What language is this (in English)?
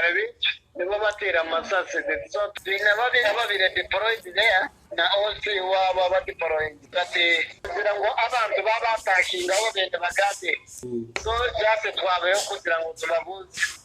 Nyankole